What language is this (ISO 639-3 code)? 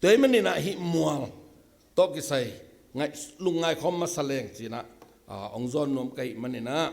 ctd